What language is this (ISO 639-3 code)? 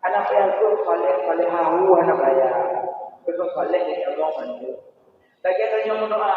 ace